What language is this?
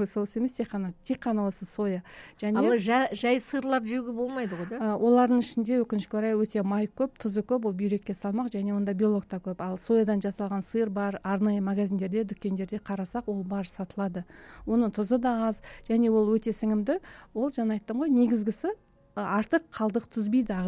Kazakh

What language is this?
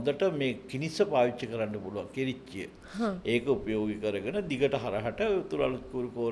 Sinhala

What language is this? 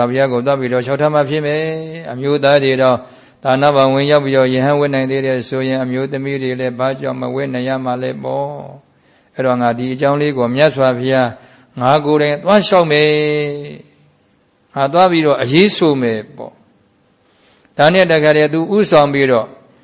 Burmese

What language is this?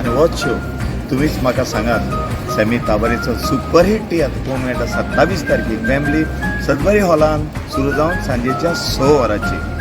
Konkani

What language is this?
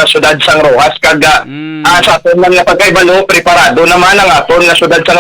Hiligaynon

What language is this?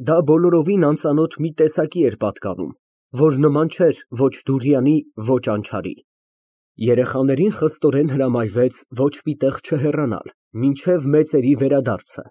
Armenian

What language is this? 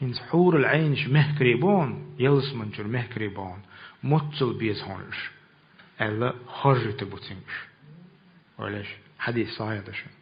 Chechen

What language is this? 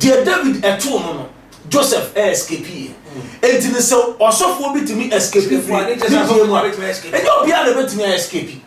Akan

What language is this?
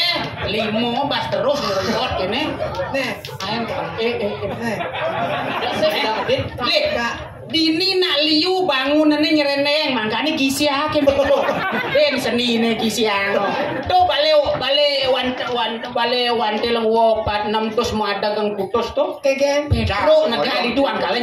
Balinese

